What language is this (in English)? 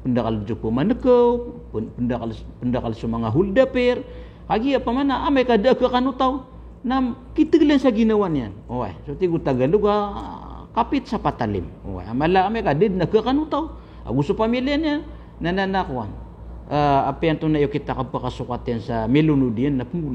Maranao